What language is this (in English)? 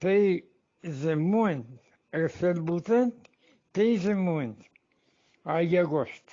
Eastern Balochi